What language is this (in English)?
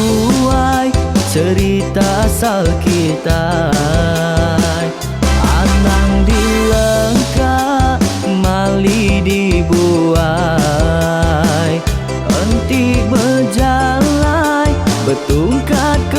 Iban